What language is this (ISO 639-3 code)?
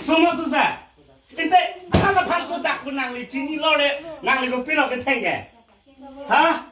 mjw